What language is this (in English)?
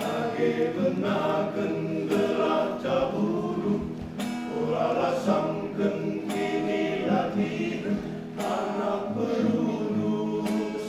Batak Karo